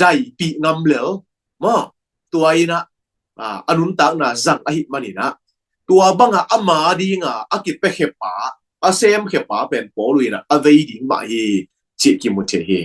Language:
Tedim Chin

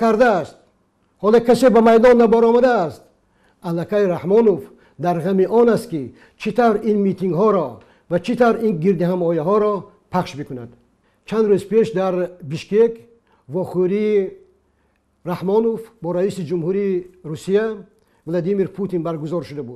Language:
Tajik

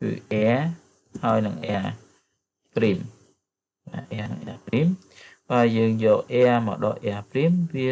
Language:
Khmer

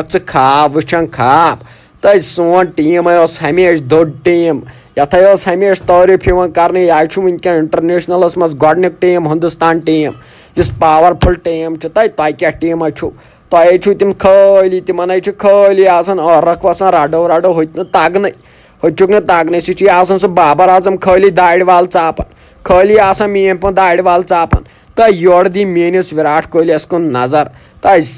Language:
Kashmiri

